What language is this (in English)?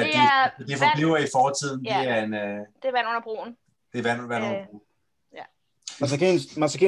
Danish